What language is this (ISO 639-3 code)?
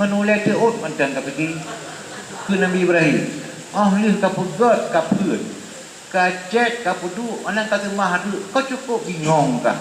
ace